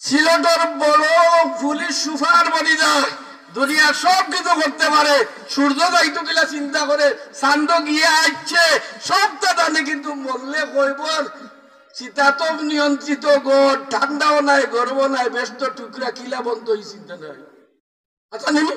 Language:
Sylheti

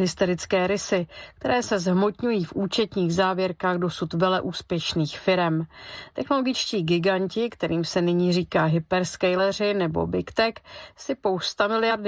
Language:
Czech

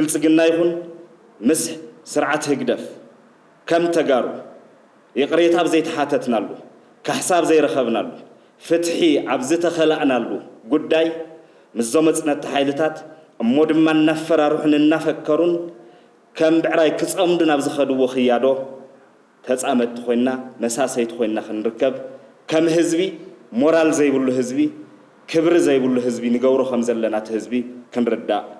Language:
Tigrinya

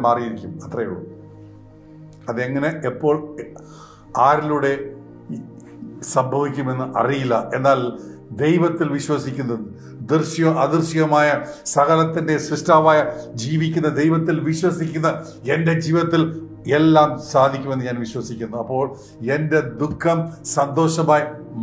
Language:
Malayalam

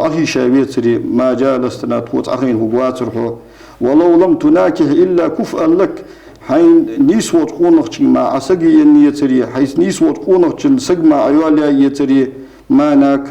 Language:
Ingush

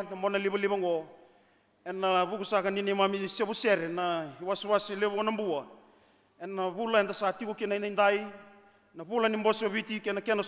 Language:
Fijian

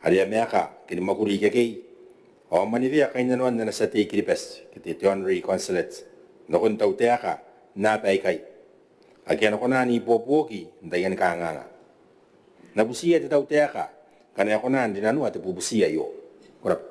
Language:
Gilbertese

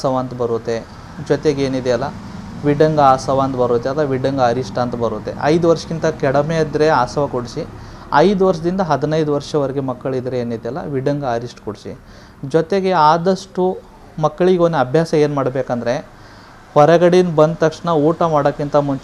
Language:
Kannada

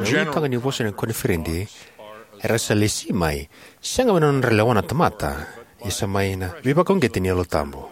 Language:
Fijian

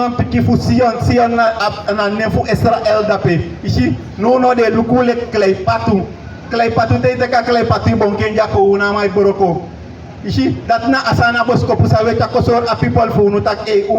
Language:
Sranan Tongo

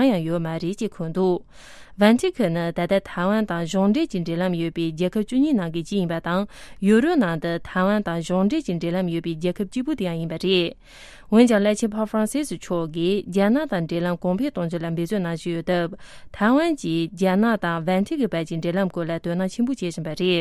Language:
Tibetan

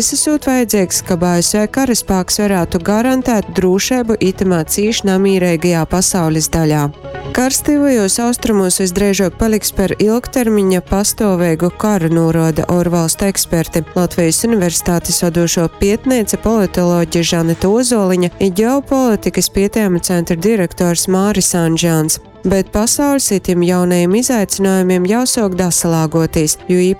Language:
Latgalian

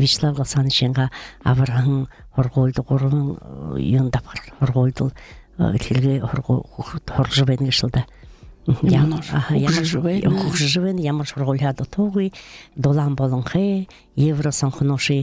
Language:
Buriat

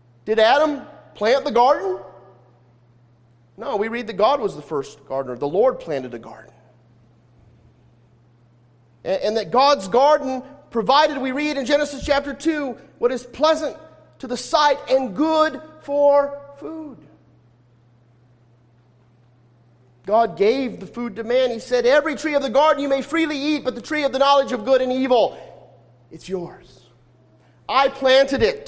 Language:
English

